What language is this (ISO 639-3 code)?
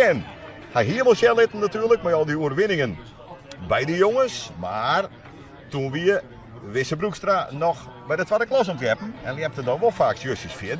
fry